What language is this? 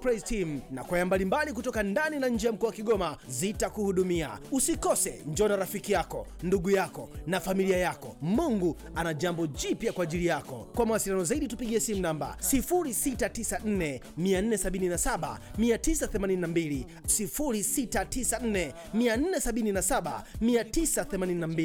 Swahili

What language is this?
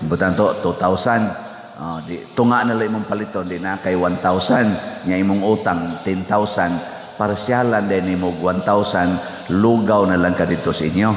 Cebuano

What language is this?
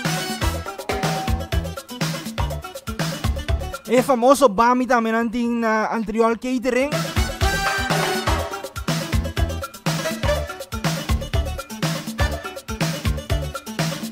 Papiamento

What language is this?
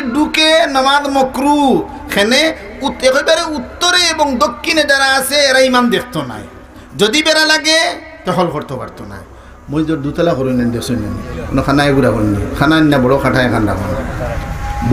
Sylheti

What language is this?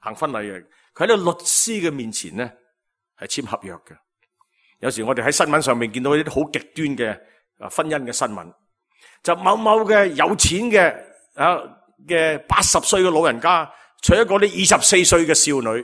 Cantonese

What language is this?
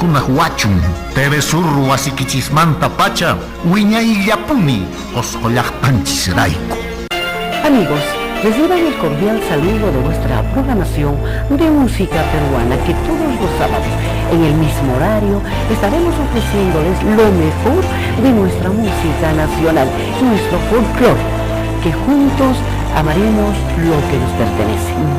Quechua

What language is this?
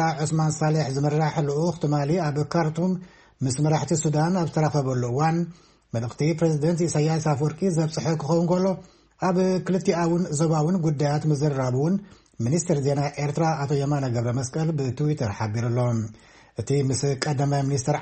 Tigrinya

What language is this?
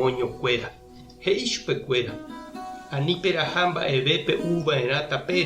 Guarani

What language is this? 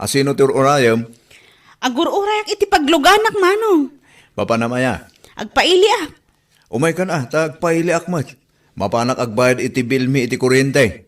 Iloko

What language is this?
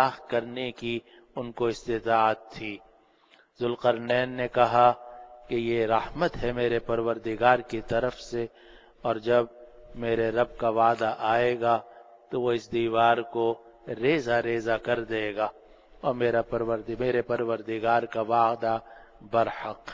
Urdu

